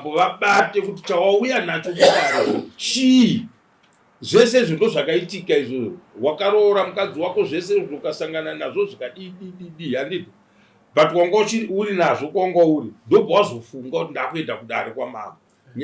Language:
Shona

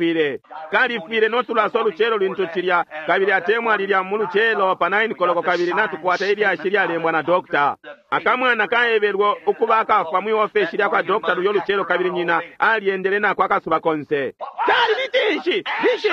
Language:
Bemba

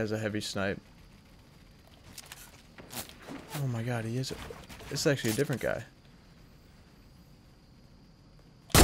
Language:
English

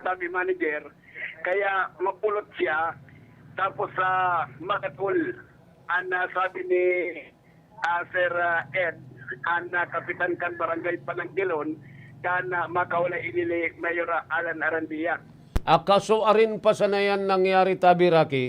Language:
Bikol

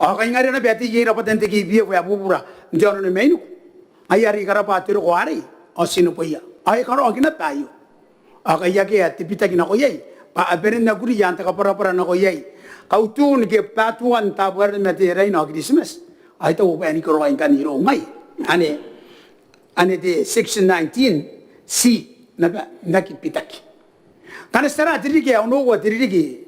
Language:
Gilbertese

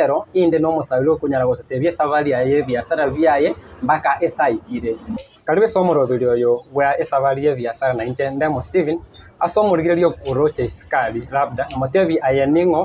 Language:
Gusii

